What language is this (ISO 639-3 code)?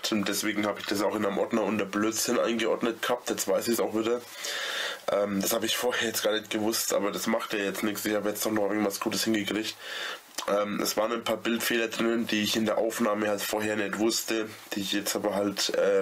deu